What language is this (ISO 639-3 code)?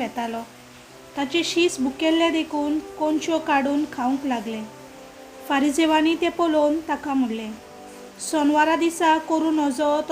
kok